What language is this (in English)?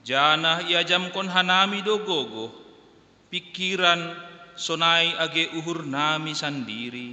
Batak Simalungun